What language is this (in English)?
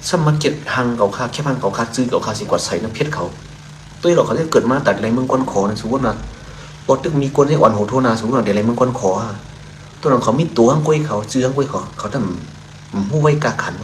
Shan